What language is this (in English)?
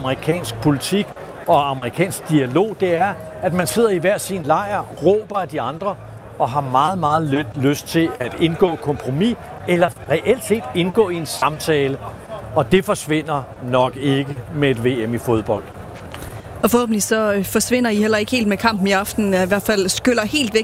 Danish